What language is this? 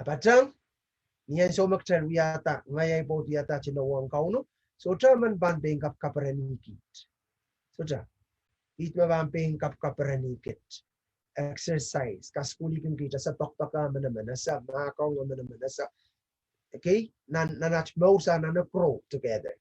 Pohnpeian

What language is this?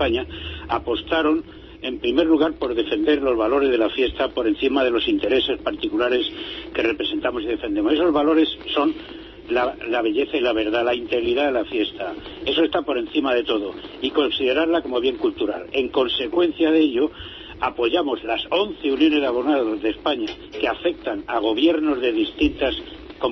Spanish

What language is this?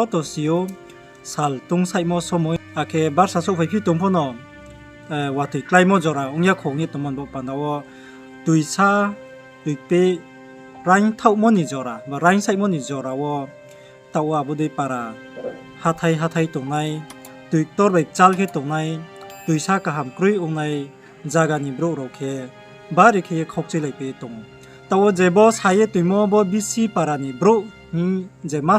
Riang (India)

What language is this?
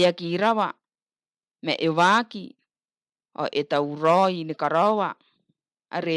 Gilbertese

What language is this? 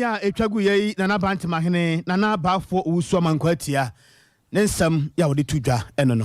Akan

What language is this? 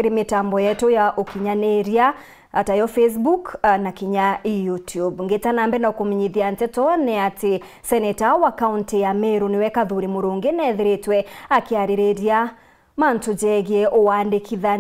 Meru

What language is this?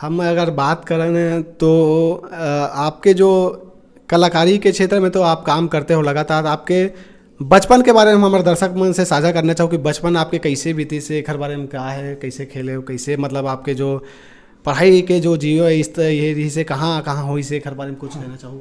Chhattisgarhi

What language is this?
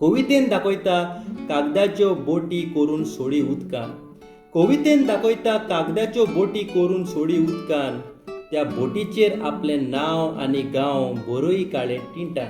Konkani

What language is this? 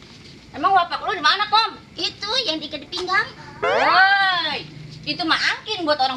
Betawi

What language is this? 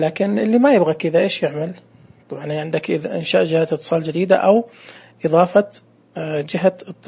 Najdi Arabic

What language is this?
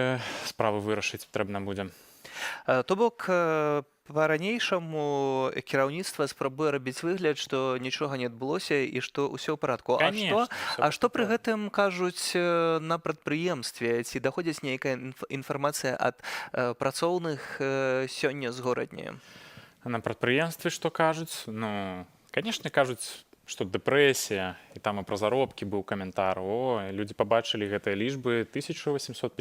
Belarusian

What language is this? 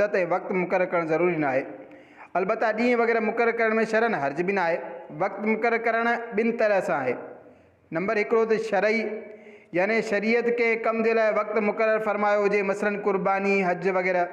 Sindhi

